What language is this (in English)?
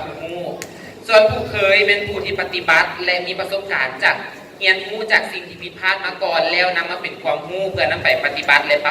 Lao